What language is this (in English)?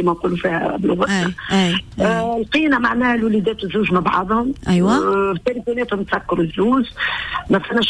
Tunisian Arabic